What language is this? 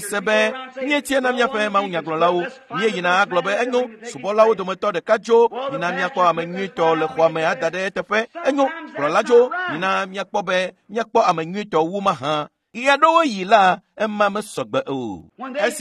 Ewe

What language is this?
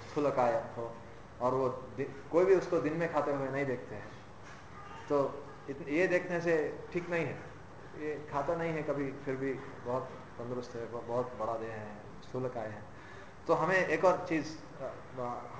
Hindi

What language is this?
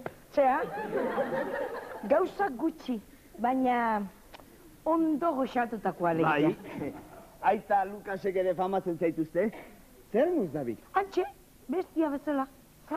Basque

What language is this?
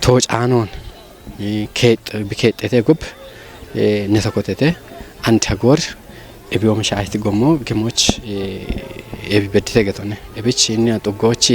Kafa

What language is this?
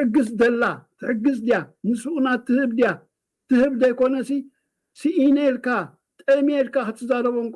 Tigrinya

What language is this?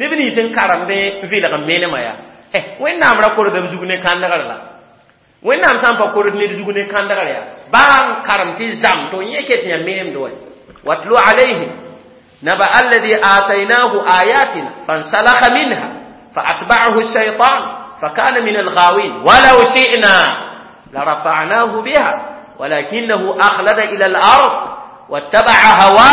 Mossi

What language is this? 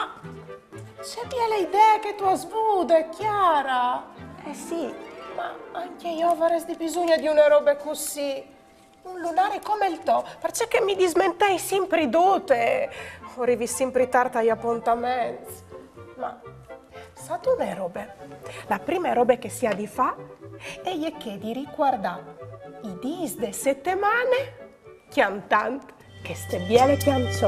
Friulian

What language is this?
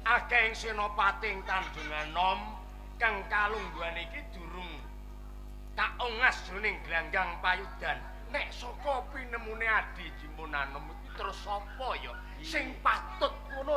Javanese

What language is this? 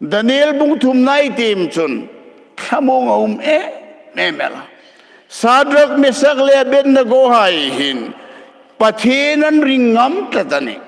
Hmar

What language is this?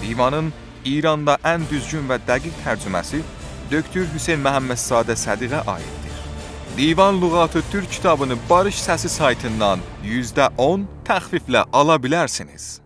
South Azerbaijani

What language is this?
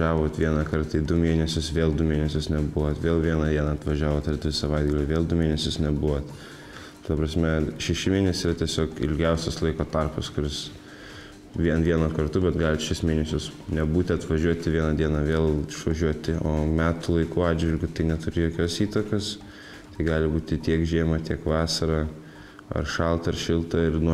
Lithuanian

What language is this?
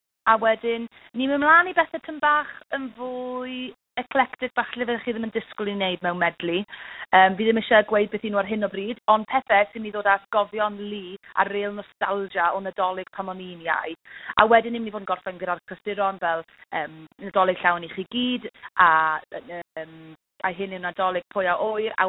Welsh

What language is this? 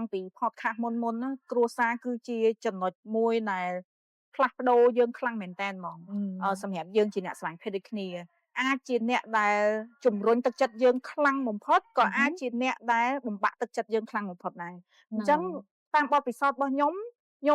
Khmer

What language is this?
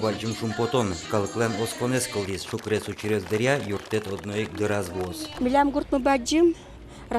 Udmurt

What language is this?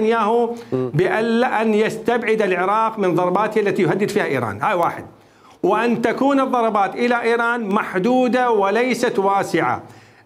Mesopotamian Arabic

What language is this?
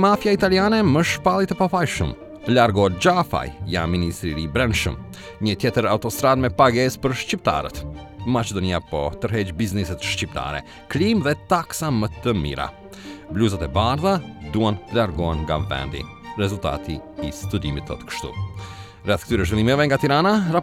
Albanian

